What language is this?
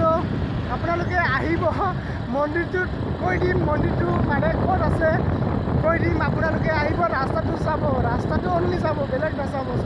Assamese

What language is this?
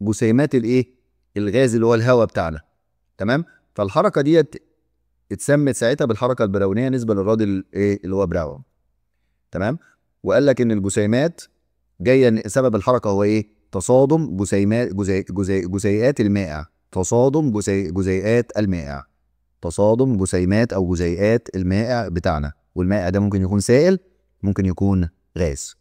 Egyptian Arabic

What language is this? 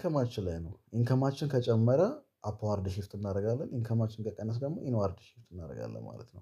Amharic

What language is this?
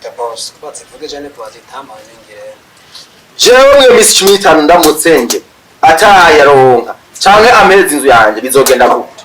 Rundi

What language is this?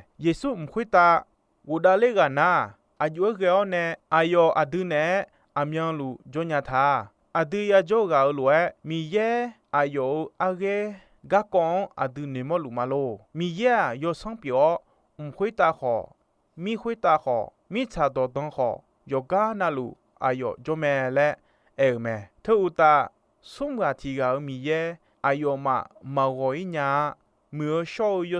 Akha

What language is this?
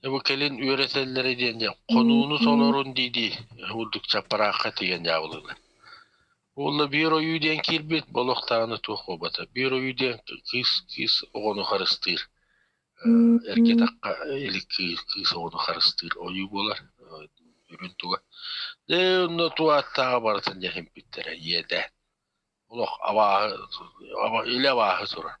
Yakut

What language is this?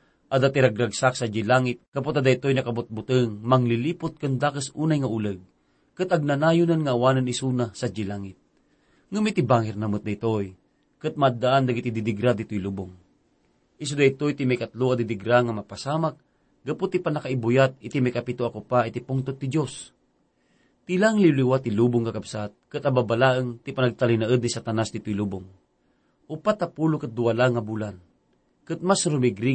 Iloko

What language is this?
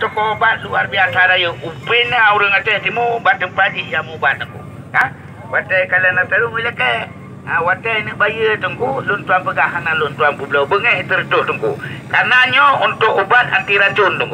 Achinese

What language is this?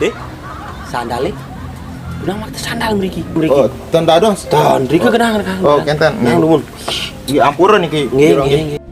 Balinese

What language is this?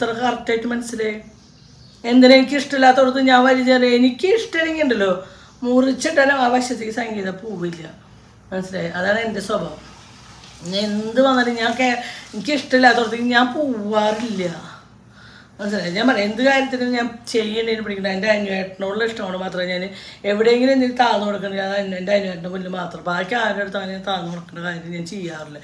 Malayalam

